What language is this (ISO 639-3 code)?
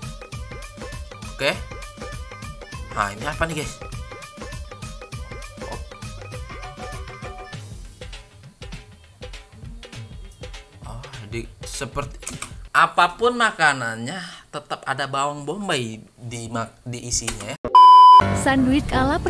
ind